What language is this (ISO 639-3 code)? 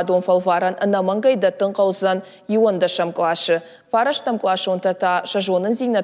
oss